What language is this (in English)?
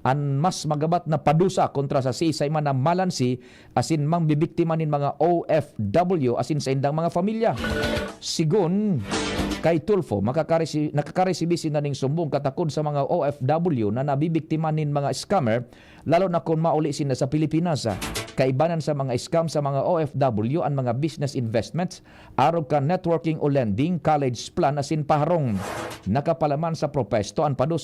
Bikol